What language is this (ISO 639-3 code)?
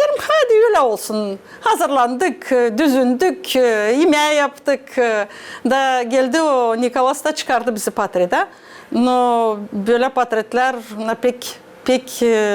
gag